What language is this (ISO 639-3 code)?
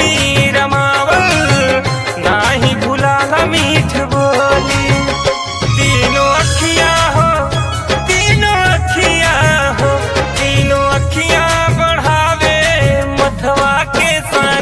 bho